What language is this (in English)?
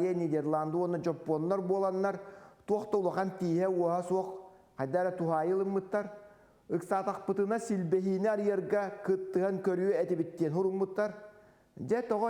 Yakut